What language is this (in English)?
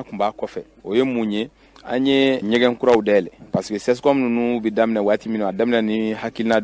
Bambara